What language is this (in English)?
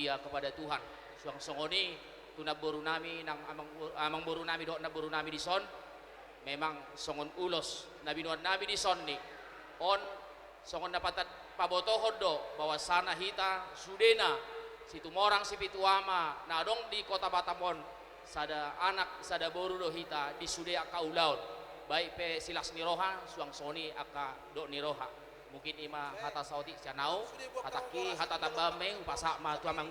Batak Toba